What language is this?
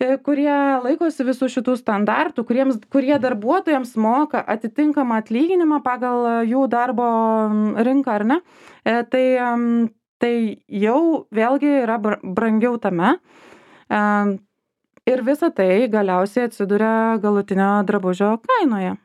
Lithuanian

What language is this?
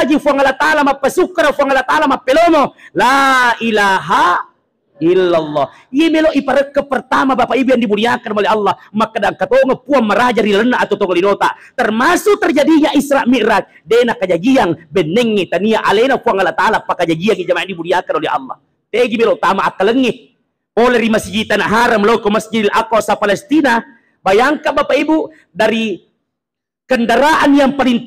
Buginese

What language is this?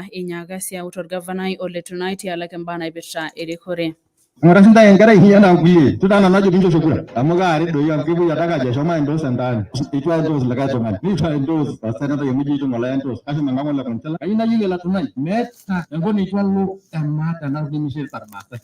Masai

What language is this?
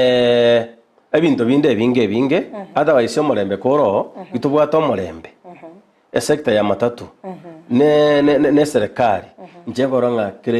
Gusii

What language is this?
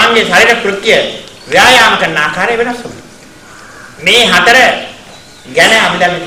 Sinhala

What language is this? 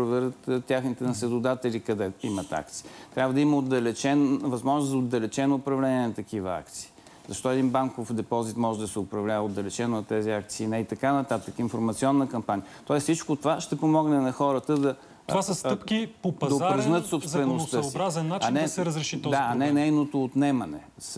Bulgarian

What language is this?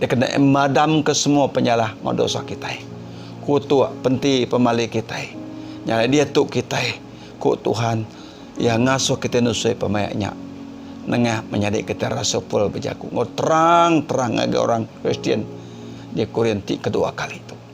Iban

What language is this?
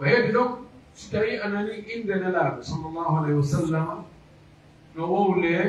Pular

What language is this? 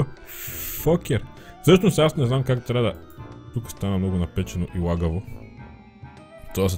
Bulgarian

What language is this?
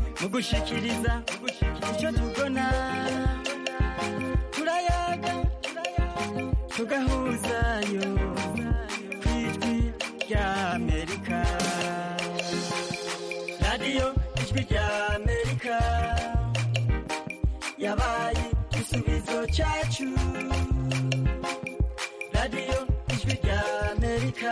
Kinyarwanda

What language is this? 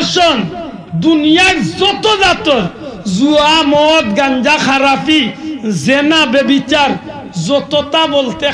Sylheti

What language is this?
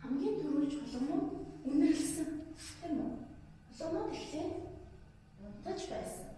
Mongolian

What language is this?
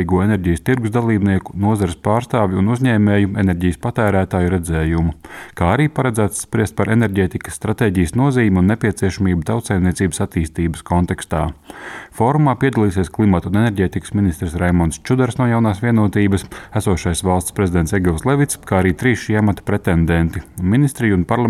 Latvian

